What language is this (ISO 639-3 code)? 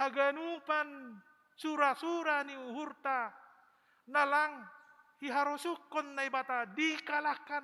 bts